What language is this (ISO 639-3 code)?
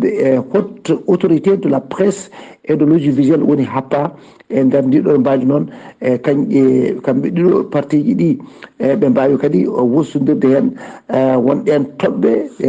ful